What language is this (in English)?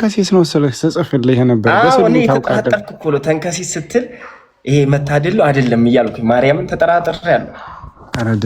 Amharic